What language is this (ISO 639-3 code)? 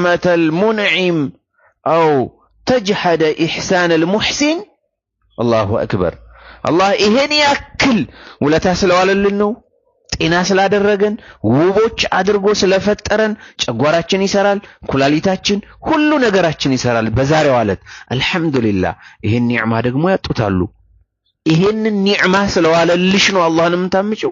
amh